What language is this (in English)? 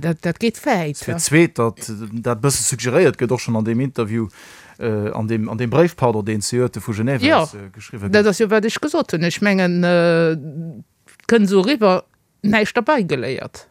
Luxembourgish